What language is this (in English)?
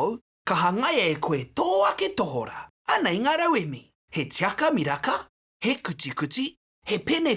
Māori